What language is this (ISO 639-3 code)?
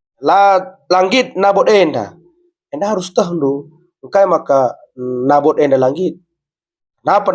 btx